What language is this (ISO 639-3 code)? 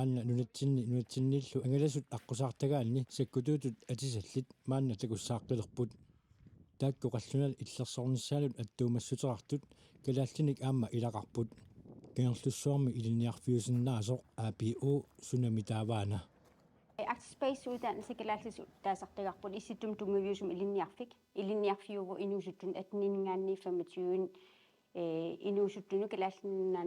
kal